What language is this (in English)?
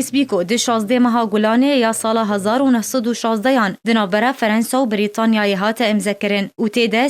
Kurdish